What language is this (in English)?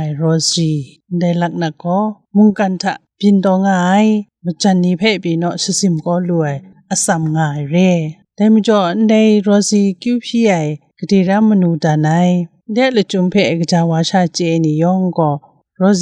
Kachin